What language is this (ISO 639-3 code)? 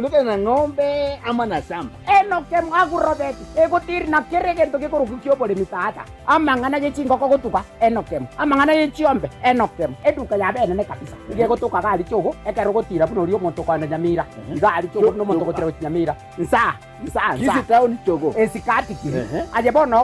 guz